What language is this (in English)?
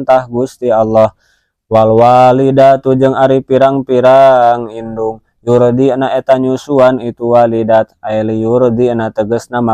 Sundanese